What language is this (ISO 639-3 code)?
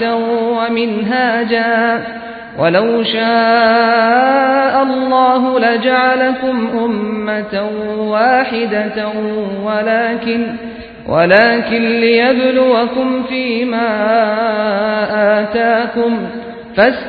ara